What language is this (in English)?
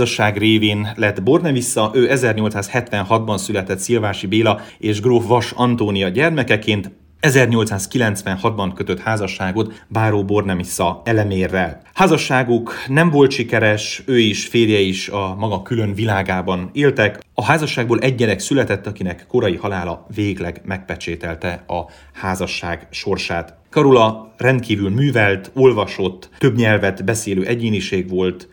Hungarian